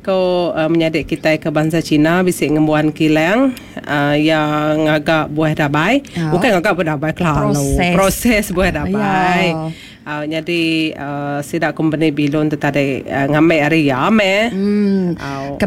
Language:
Iban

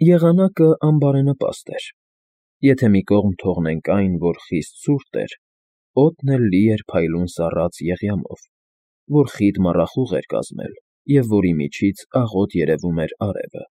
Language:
Armenian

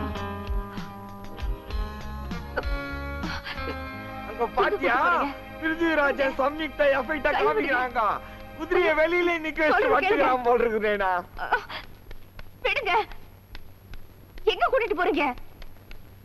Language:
Tamil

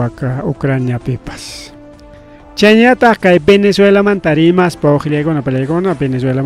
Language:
Ayacucho Quechua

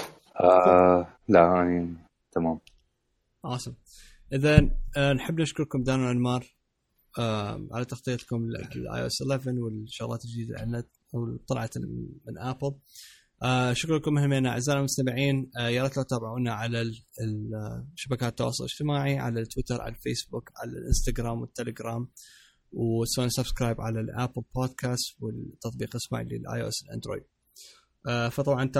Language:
Mesopotamian Arabic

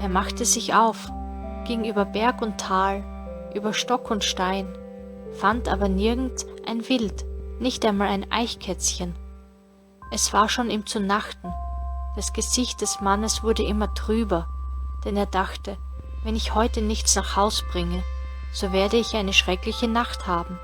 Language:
Bavarian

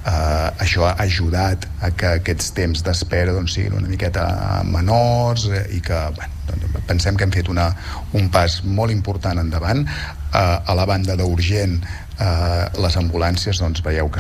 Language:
Catalan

